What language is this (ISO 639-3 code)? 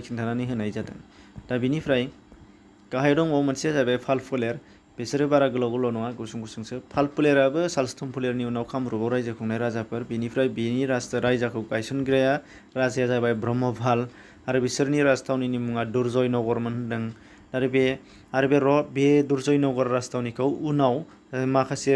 brx